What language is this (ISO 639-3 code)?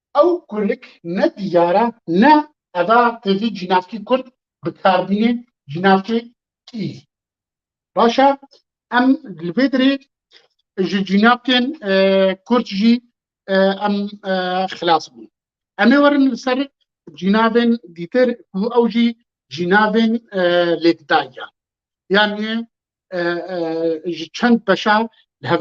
kur